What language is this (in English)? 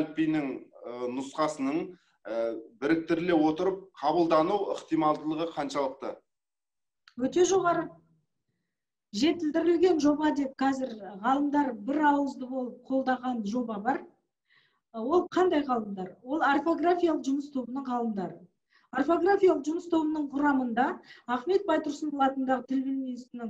Kazakh